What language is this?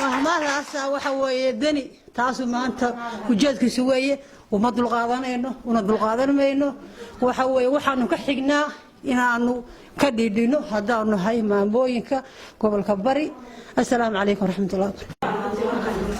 Somali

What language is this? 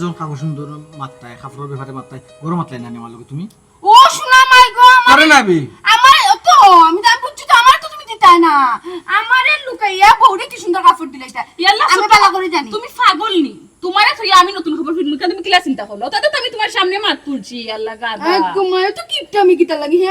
Sylheti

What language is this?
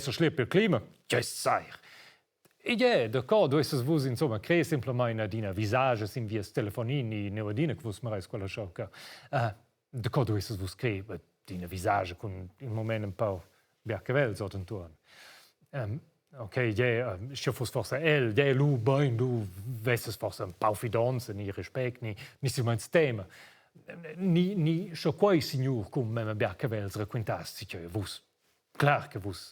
Romansh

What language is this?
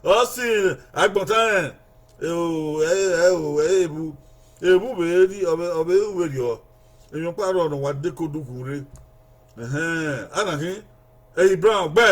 Bini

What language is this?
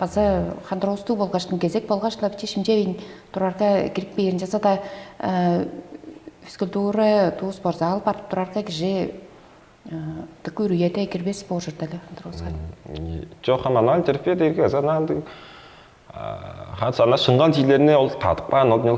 Tuvinian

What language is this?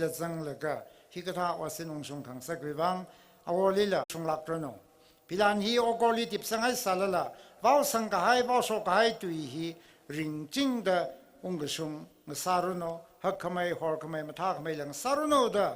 Tangkhul Naga (India)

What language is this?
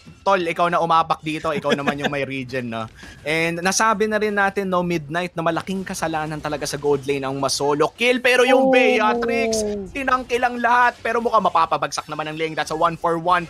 Filipino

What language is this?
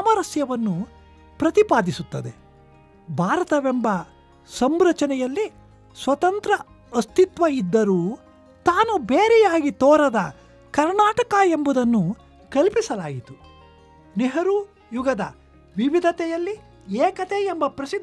Kannada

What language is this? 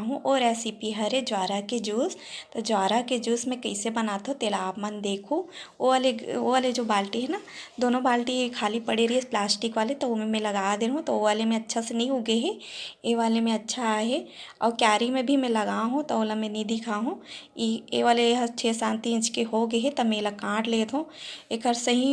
Chhattisgarhi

